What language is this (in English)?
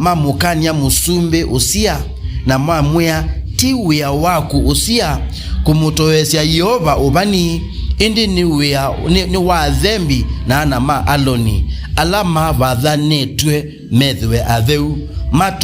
Kamba